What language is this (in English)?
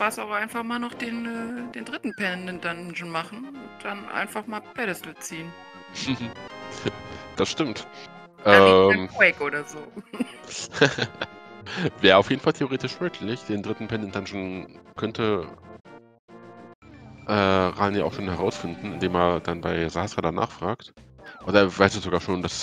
German